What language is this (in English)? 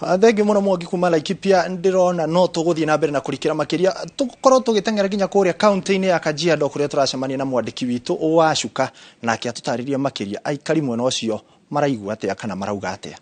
Kikuyu